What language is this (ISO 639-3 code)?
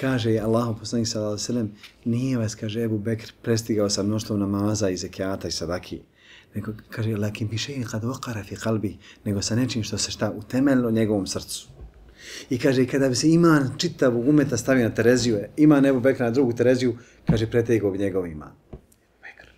bos